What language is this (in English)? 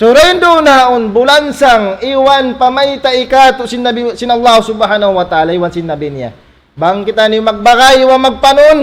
Tausug